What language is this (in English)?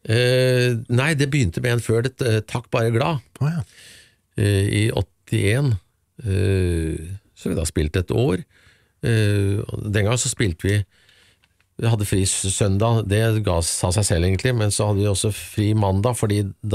Norwegian